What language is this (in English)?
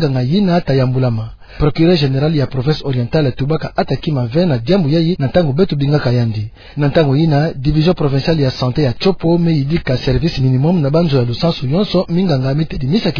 Kituba (Democratic Republic of Congo)